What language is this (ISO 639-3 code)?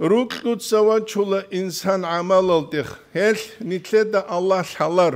ava